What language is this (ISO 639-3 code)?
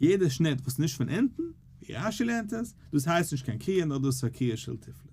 yid